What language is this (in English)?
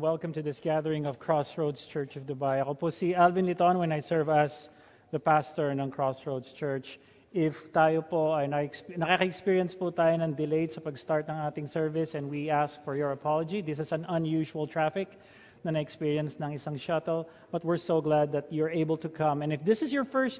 Filipino